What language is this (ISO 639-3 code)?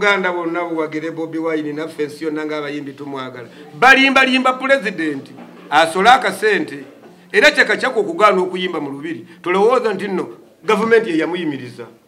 lug